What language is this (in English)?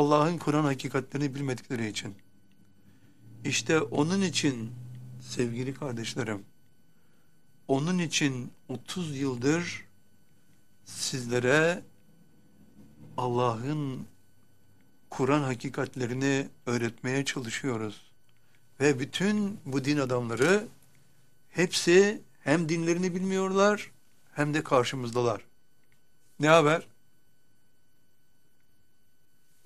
Turkish